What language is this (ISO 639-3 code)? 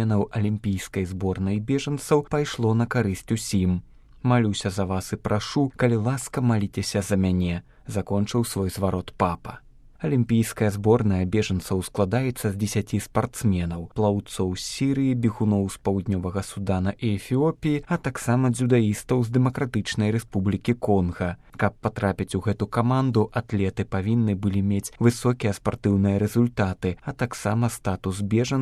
bel